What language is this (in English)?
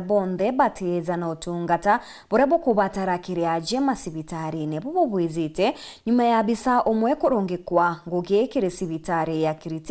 Meru